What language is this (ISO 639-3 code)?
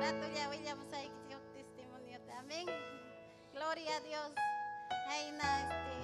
quy